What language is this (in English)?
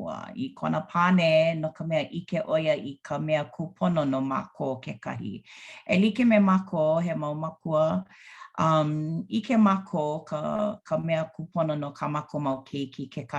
Hawaiian